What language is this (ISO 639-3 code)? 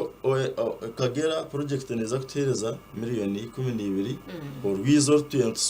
nyn